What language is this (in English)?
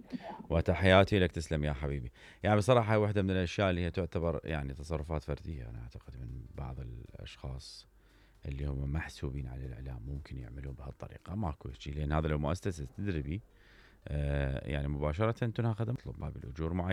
Mesopotamian Arabic